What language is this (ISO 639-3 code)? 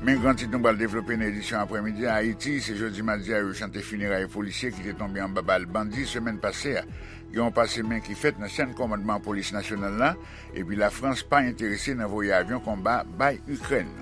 hat